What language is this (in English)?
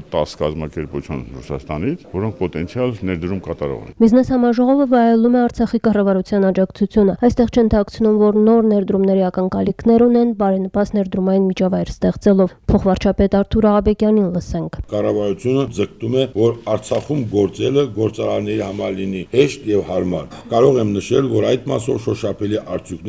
Armenian